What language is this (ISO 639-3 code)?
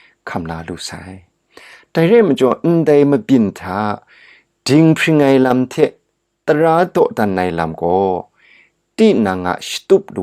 kac